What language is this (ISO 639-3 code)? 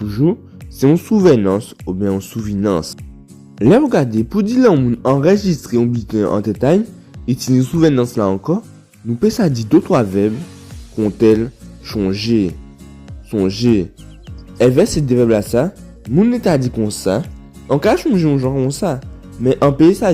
gcf